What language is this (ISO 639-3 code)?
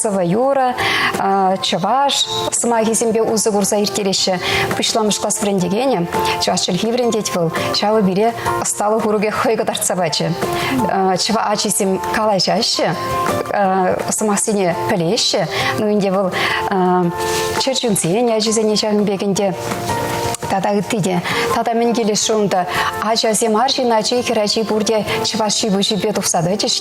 chv